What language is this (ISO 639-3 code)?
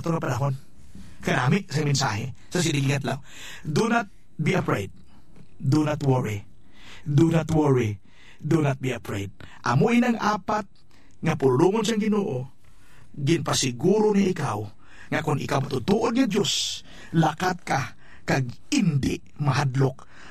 hil